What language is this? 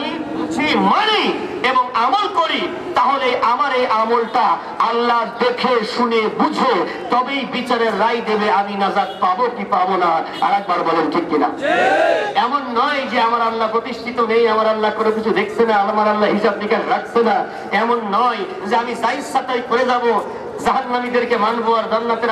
Bangla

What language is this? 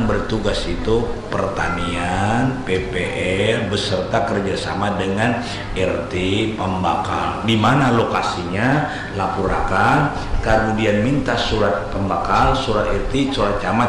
Banjar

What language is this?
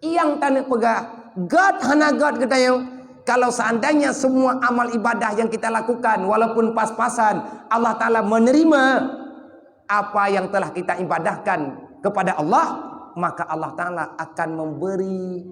Achinese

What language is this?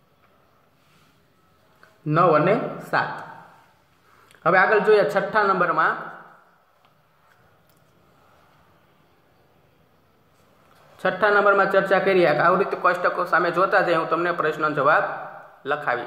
Gujarati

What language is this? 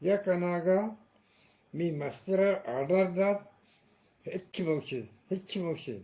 Eastern Balochi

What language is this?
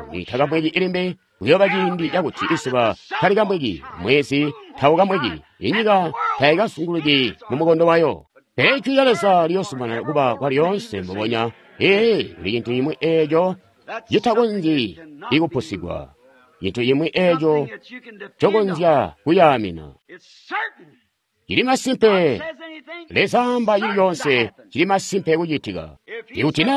Tonga (Zambia)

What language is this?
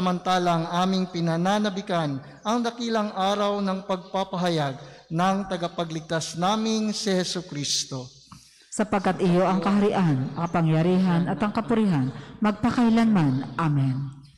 Filipino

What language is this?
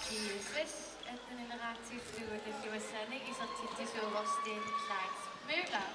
Kalaallisut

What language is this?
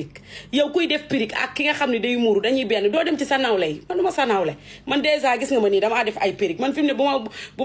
Wolof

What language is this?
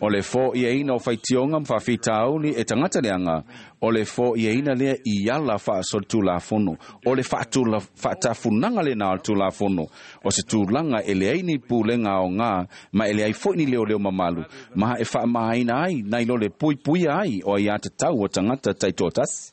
Samoan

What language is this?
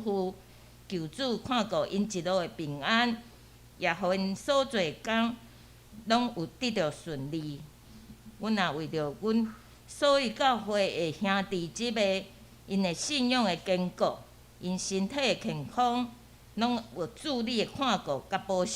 Min Nan Chinese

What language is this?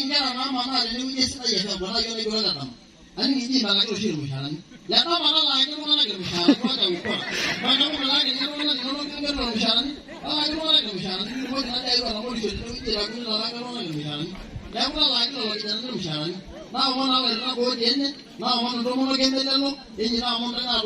Masai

